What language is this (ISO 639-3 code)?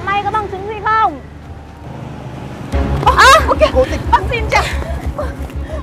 vie